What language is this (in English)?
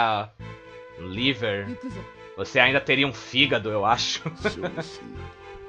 Portuguese